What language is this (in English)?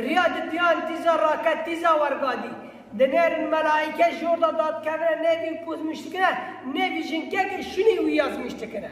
Kurdish